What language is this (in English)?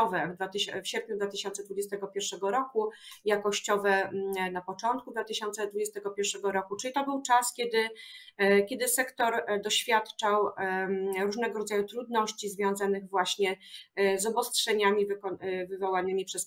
Polish